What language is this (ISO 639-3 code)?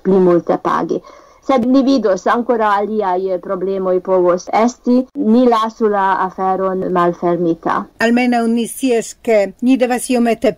epo